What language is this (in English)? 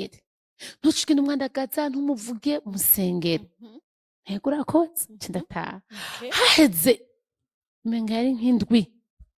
Rundi